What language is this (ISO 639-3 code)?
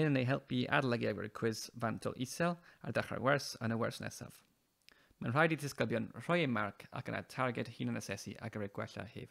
cym